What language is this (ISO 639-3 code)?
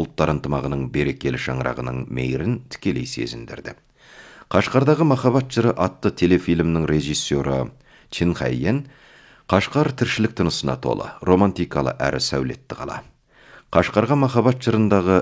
kaz